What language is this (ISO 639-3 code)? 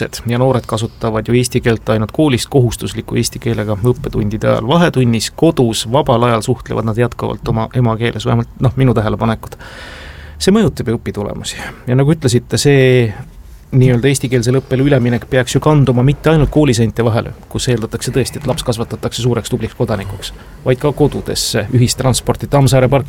est